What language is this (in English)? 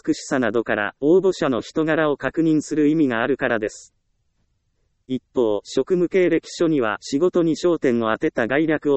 Japanese